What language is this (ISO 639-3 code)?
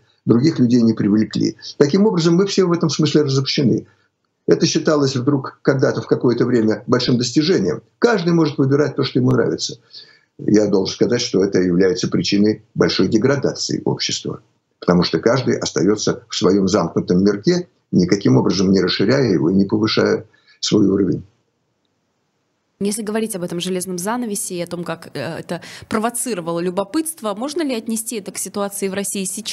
rus